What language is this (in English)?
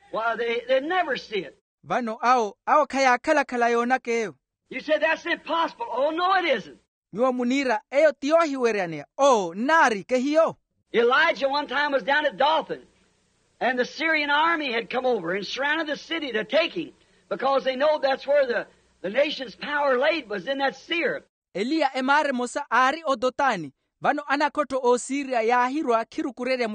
Makhuwa